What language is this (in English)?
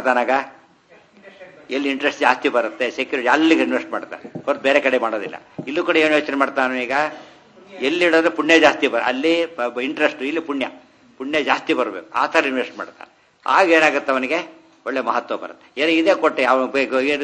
Kannada